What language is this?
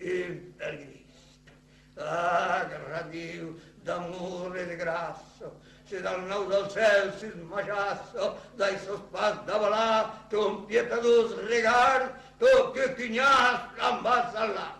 Occitan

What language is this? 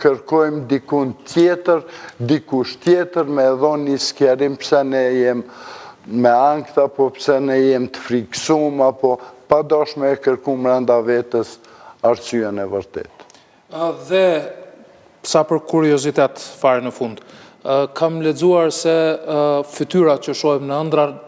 Albanian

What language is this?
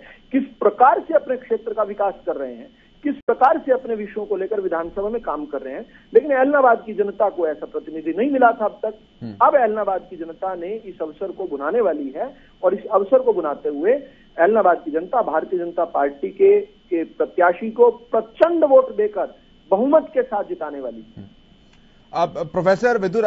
Hindi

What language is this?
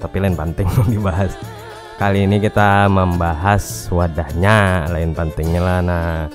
Banjar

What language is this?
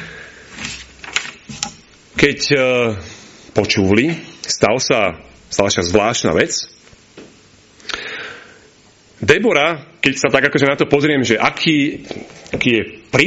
Slovak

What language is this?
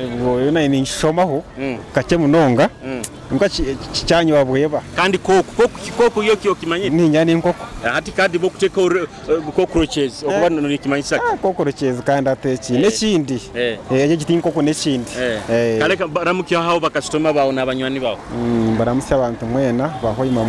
Nyoro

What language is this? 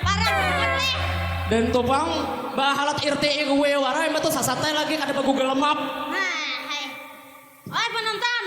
Banjar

